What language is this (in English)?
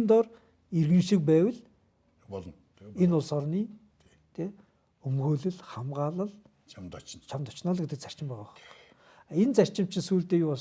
Mongolian